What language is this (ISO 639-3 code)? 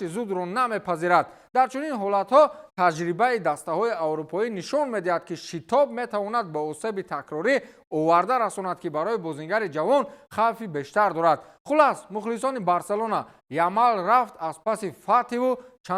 tgk